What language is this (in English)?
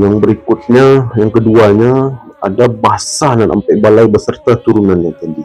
Minangkabau